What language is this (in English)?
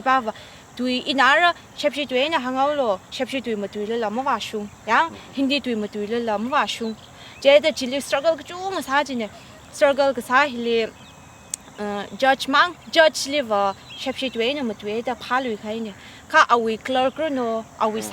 Tangkhul Naga (India)